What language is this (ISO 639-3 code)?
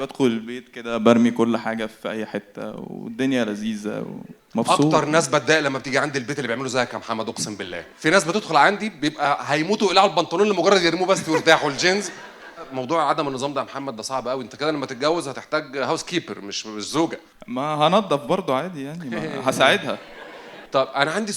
arz